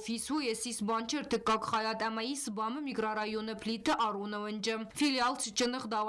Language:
Ossetic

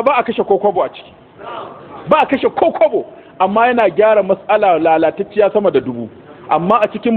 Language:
Hausa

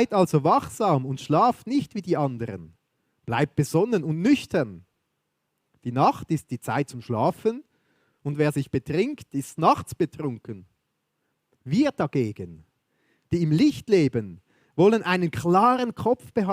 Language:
Swiss German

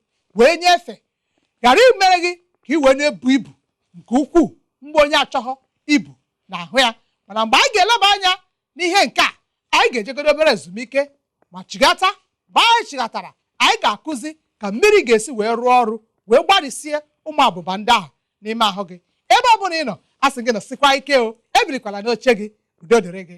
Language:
Igbo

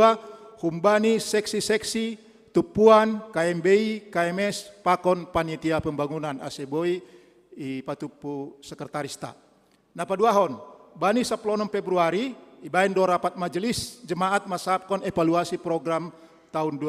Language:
Batak Simalungun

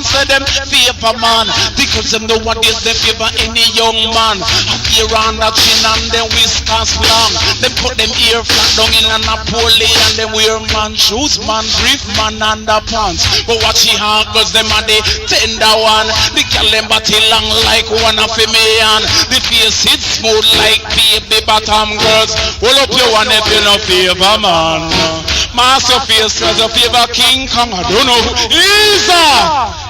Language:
Jamaican Creole English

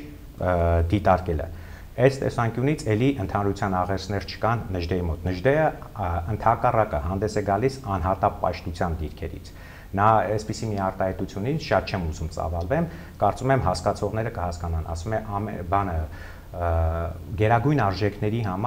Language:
Armenian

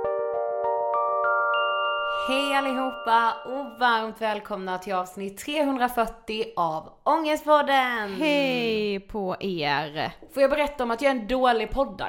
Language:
Swedish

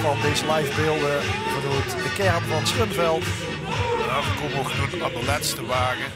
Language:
Limburgish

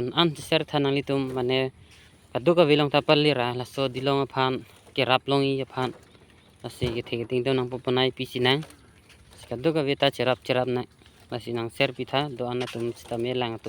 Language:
Karbi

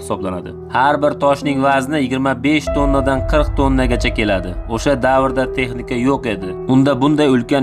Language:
Uzbek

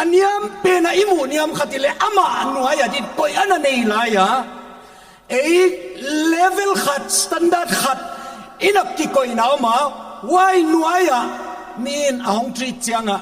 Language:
Paite Chin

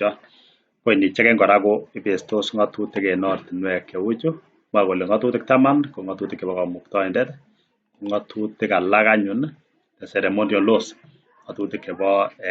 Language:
Kalenjin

